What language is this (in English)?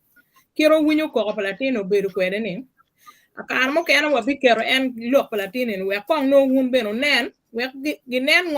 Acoli